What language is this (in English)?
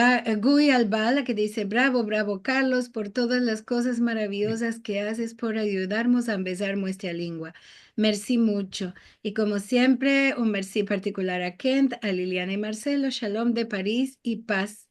Ladino